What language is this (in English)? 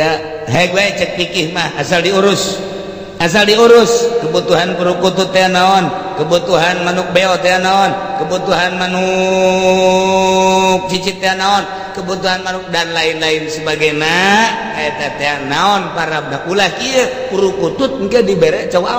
Sundanese